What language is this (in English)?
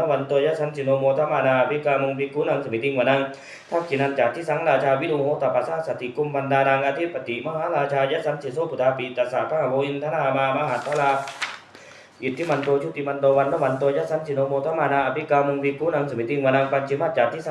Pali